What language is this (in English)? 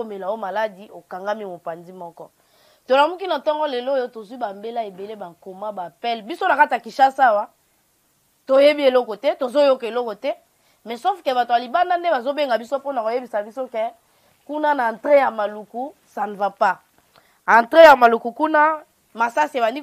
Lingala